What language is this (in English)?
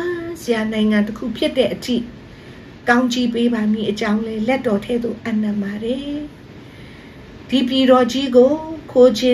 Burmese